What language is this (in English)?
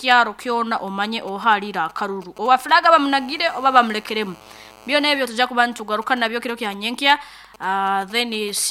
Nyankole